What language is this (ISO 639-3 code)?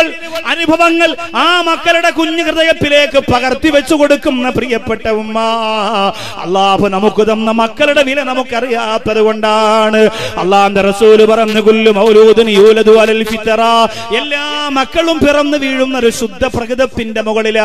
mal